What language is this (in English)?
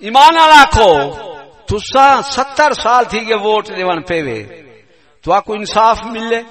Saraiki